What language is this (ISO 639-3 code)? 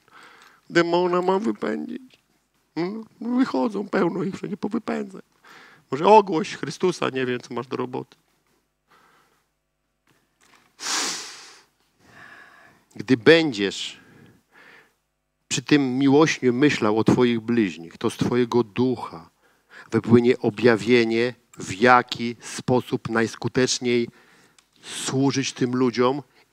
pol